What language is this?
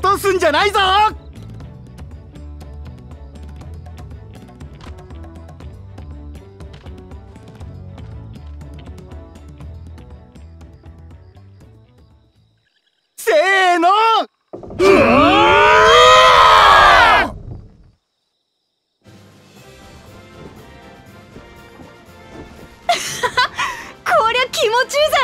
Japanese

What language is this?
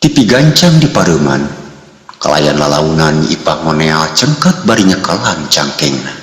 Sundanese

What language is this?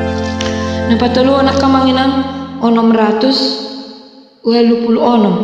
Batak Toba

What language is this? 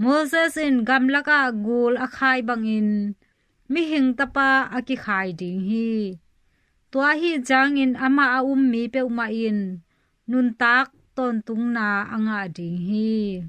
Tedim Chin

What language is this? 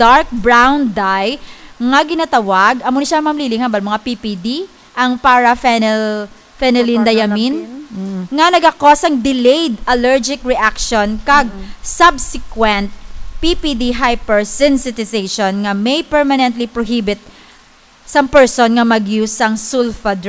Hiligaynon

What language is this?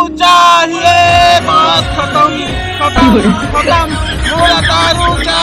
Chhattisgarhi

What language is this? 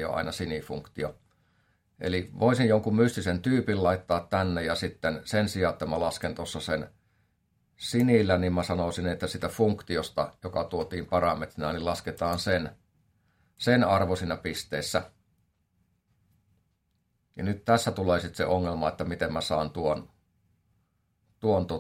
Finnish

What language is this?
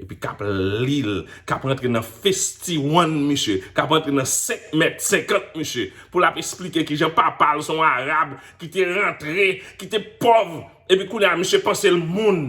Haitian Creole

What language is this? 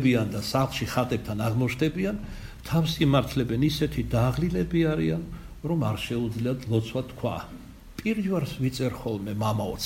Georgian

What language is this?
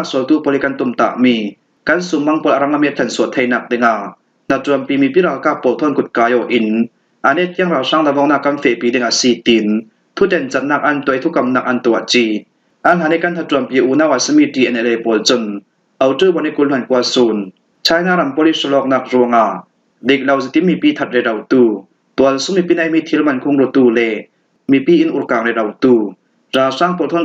Falam Chin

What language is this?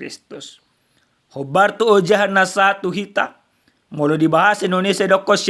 Batak Toba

